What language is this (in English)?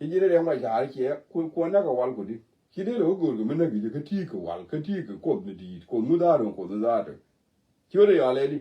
Nuer